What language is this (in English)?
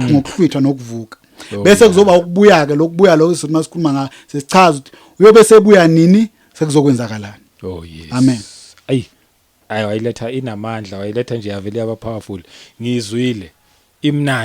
Zulu